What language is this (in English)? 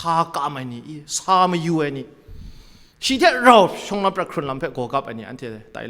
Kachin